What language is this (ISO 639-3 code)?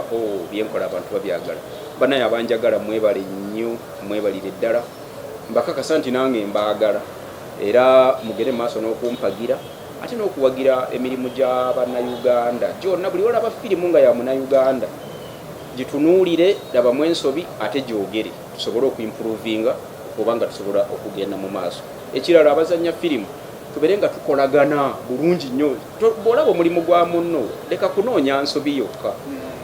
lug